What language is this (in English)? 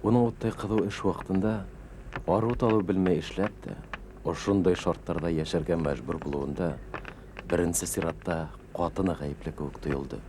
Bashkir